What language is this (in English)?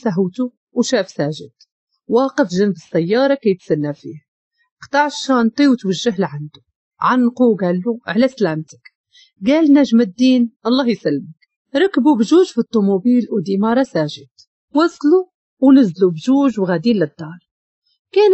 Moroccan Arabic